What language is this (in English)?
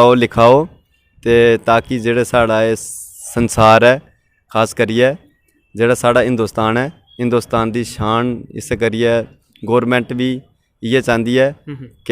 Dogri